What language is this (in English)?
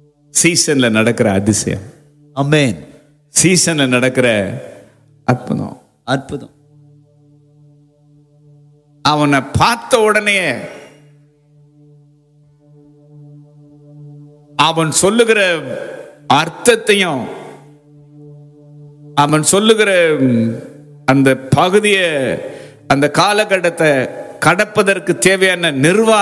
Tamil